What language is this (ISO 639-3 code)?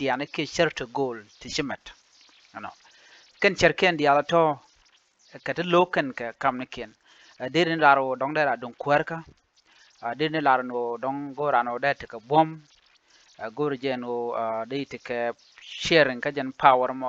nus